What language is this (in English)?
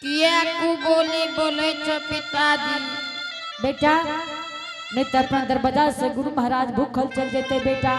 Angika